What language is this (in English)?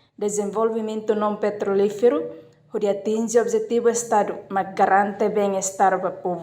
Tetum